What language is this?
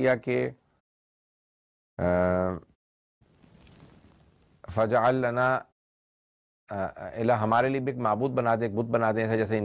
Urdu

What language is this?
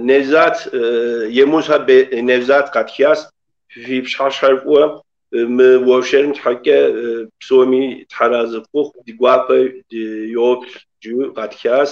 Kabardian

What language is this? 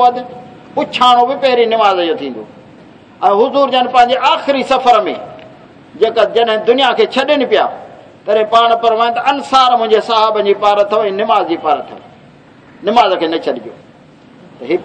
Saraiki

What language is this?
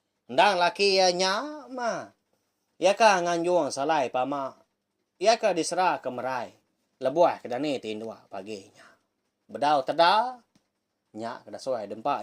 Iban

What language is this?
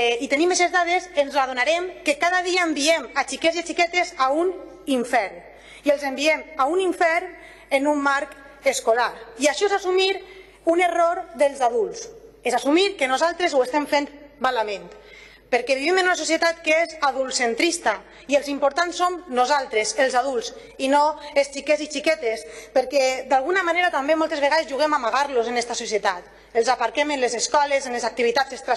Catalan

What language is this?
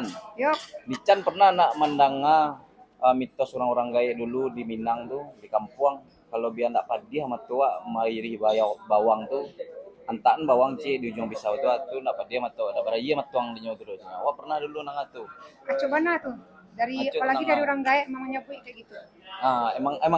Minangkabau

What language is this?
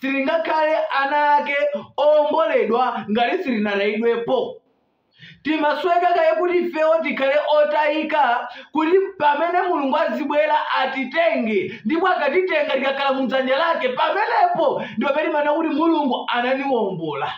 Nyanja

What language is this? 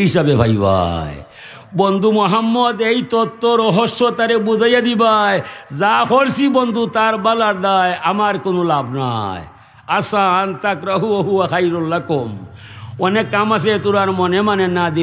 Sylheti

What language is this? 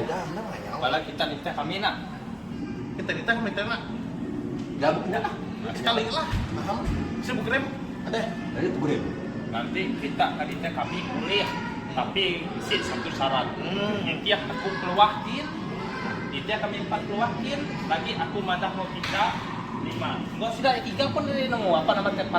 Iban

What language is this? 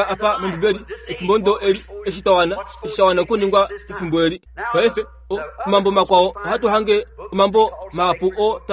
Kuanyama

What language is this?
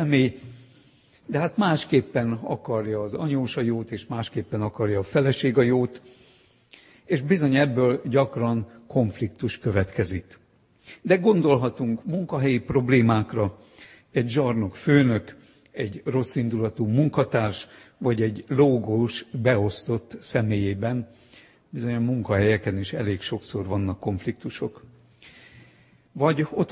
Hungarian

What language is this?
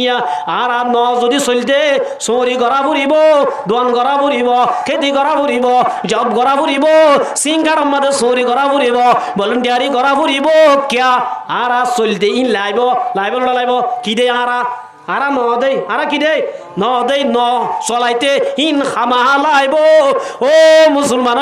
Rohingya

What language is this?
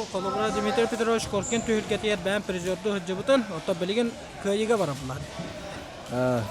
Yakut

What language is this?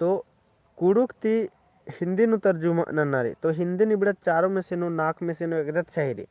Kurukh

